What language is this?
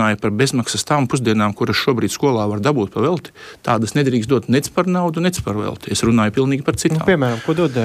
Latvian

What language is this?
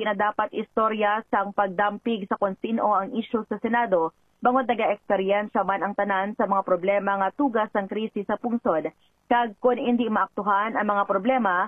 Hiligaynon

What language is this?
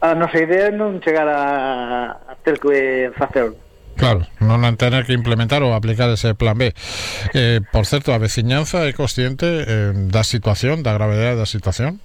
Galician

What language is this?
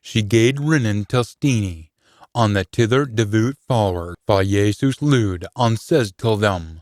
Scots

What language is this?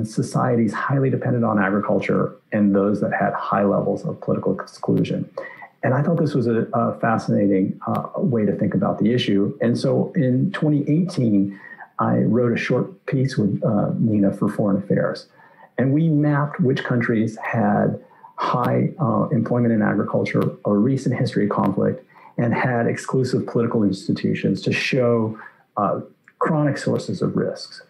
English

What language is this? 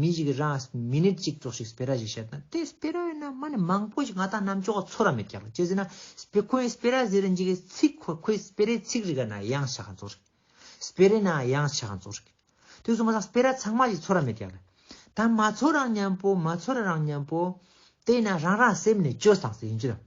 Ladakhi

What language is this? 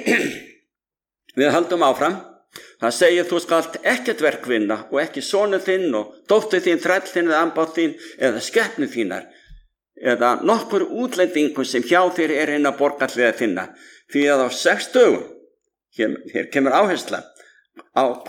Icelandic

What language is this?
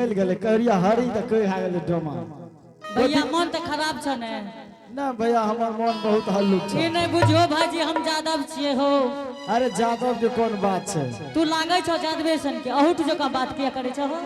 Angika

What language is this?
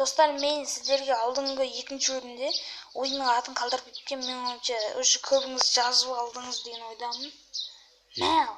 Kazakh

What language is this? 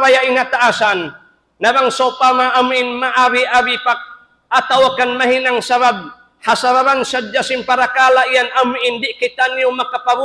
Tausug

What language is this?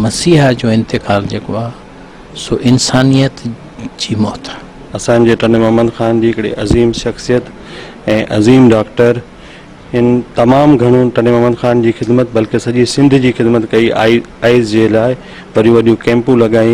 Sindhi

